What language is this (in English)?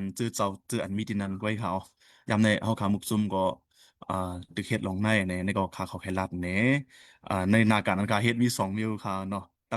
Shan